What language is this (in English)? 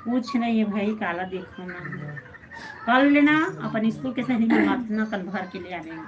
Chhattisgarhi